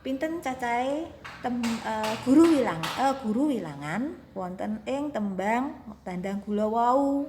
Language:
Javanese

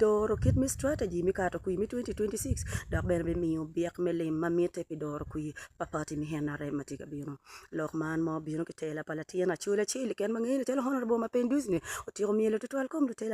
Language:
Acoli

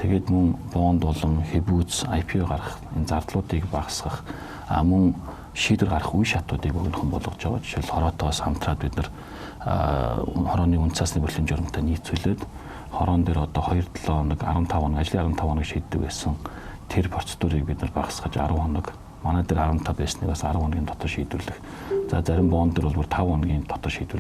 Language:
Mongolian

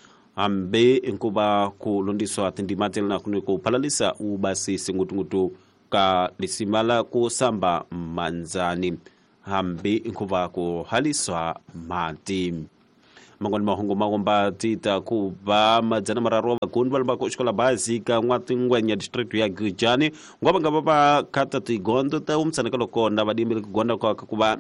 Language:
Tsonga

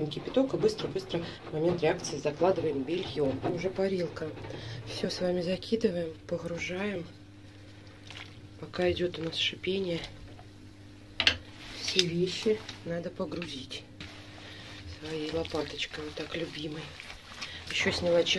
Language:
Russian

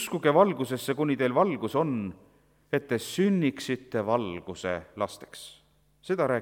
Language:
Estonian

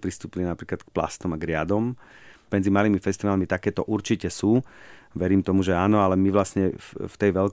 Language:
Slovak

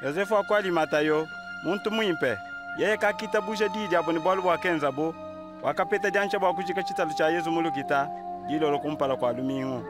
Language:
Luba-Lulua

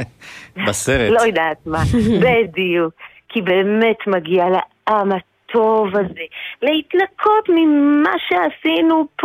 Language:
Hebrew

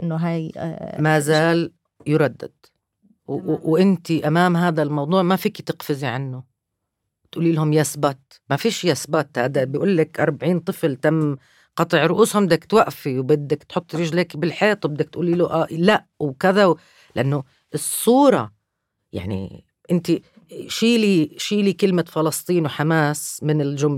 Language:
North Levantine Arabic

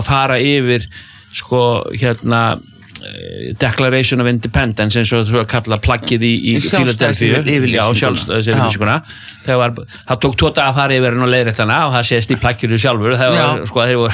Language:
Icelandic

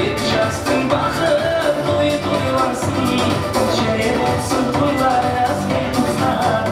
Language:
Kara-Kalpak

